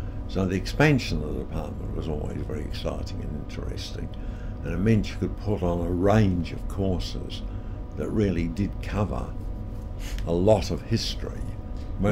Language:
English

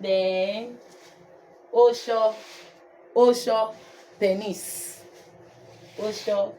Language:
Urhobo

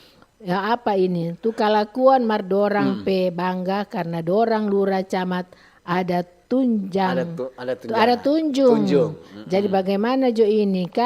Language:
Manado Malay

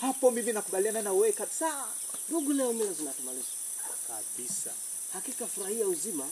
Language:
Swahili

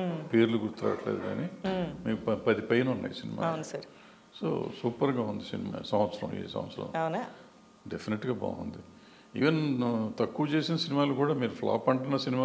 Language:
Telugu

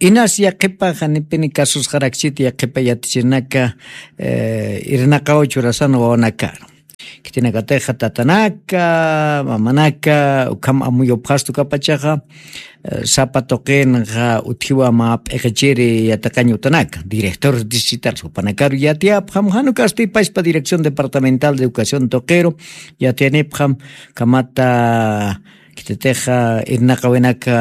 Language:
Aymara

